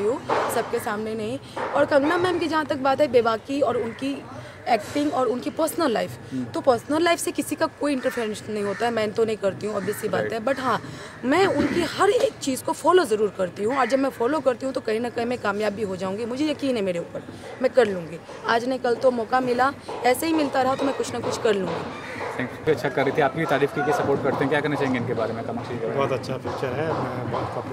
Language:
Hindi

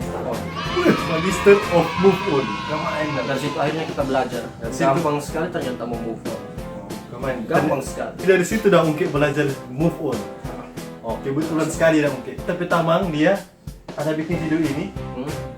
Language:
Manado Malay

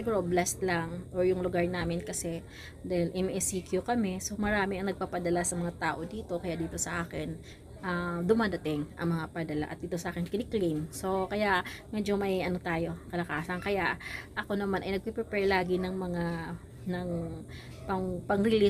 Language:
Filipino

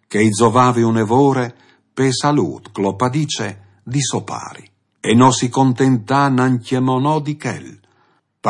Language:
Friulian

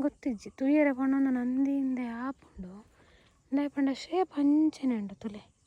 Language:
Tulu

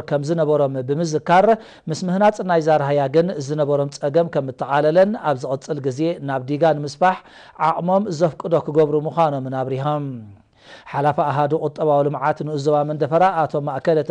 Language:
Tigrinya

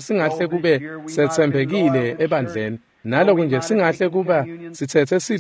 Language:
Swati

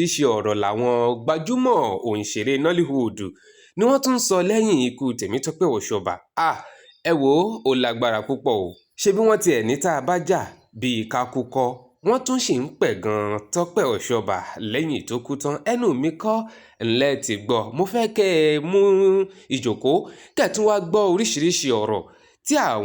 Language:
Yoruba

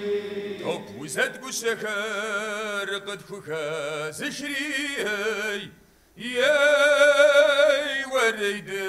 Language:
Kabardian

